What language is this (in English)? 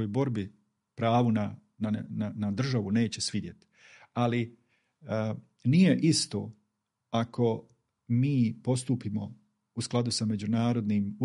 Bosnian